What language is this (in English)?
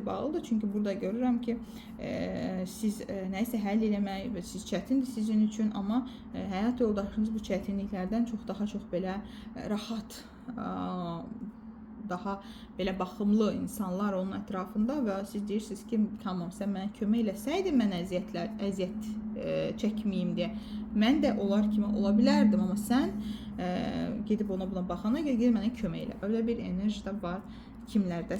Azerbaijani